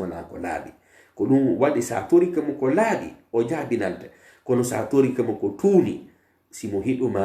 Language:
Pular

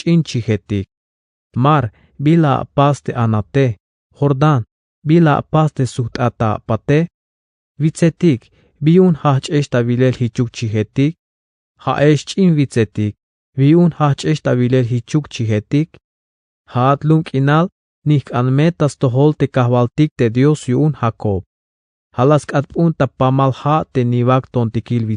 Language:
Tzeltal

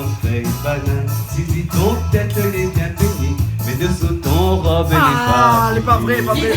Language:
Réunion Creole French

